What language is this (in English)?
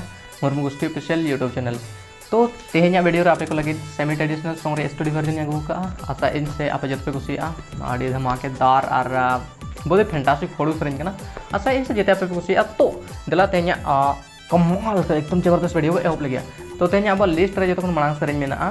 Santali